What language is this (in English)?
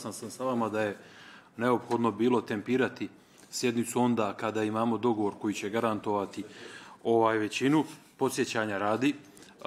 Bosnian